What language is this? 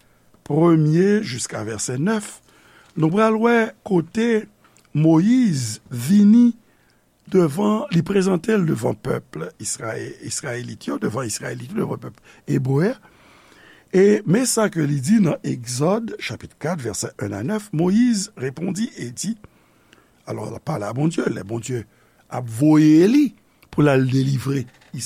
Haitian Creole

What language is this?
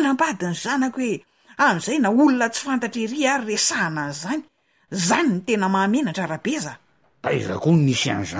Malagasy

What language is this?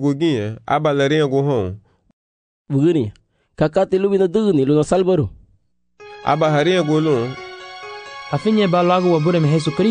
Garifuna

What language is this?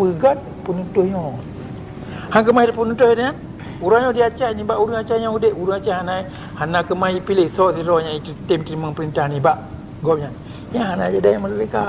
Achinese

